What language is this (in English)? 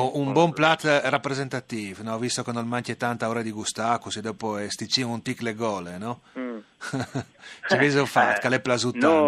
Friulian